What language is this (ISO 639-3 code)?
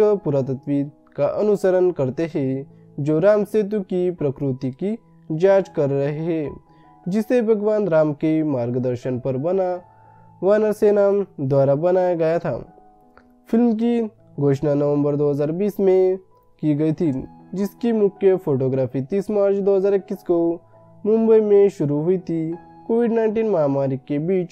hin